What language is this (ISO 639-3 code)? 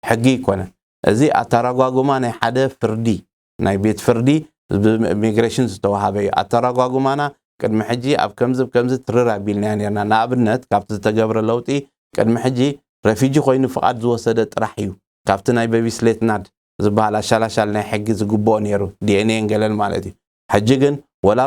tir